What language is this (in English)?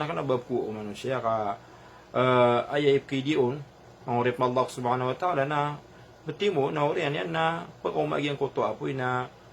Maranao